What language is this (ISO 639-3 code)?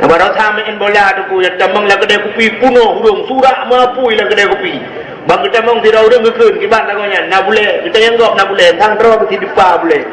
ace